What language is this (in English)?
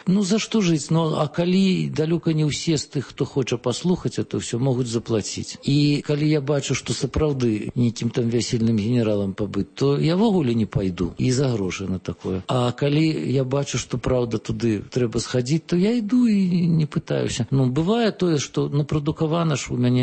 Belarusian